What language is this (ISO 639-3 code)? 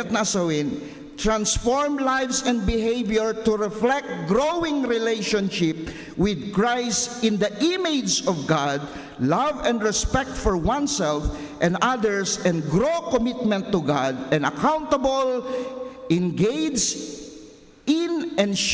ilo